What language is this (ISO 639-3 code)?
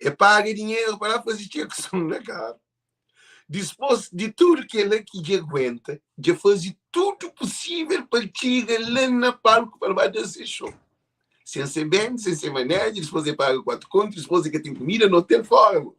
kea